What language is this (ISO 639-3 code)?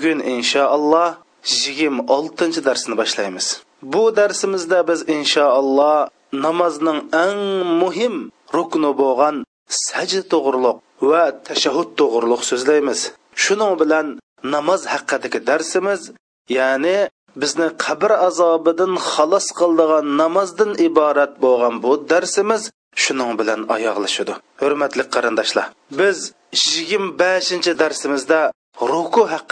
uig